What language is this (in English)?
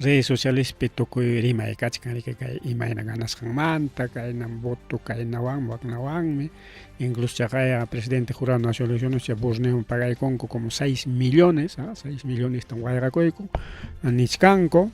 Ayacucho Quechua